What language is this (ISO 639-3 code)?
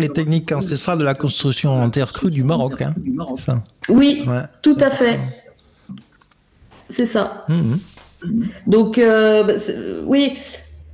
fra